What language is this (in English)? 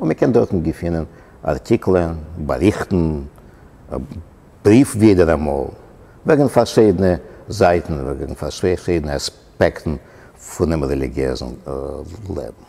Yiddish